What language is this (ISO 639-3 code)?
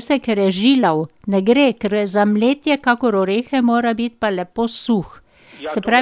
slv